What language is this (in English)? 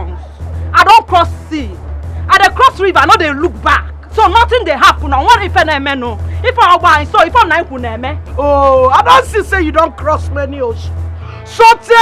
Nigerian Pidgin